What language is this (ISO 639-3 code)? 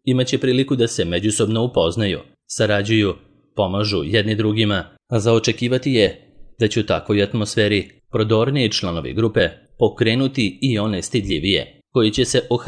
srp